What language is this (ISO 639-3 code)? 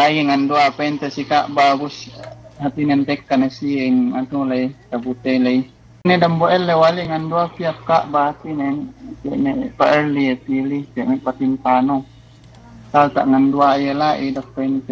yka